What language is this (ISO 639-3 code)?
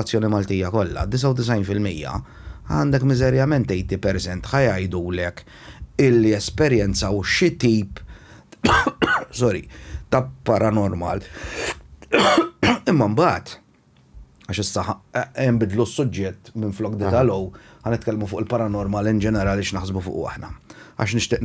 mlt